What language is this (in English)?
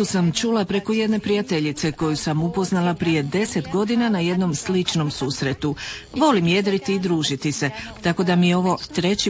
Croatian